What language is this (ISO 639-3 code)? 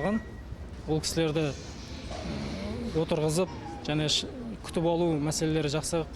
kaz